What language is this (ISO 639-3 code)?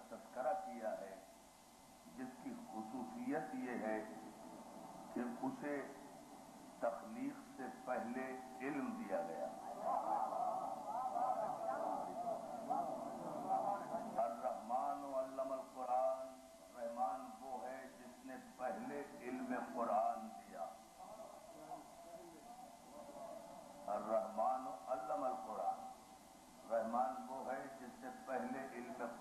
urd